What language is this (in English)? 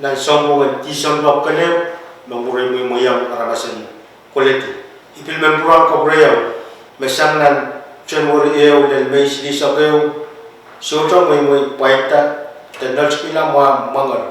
Pohnpeian